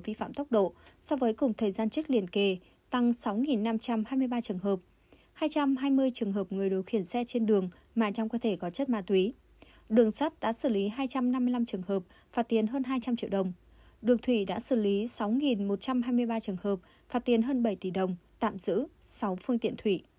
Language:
Vietnamese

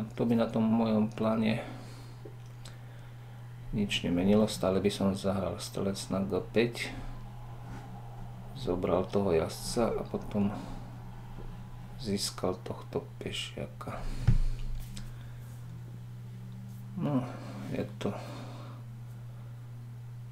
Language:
Slovak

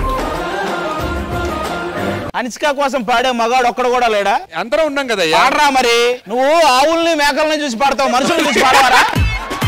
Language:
Telugu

